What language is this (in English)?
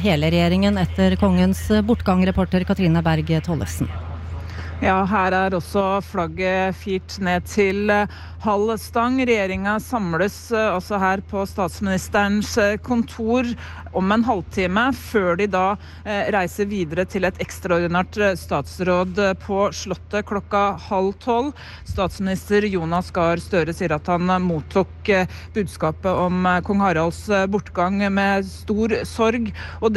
Norwegian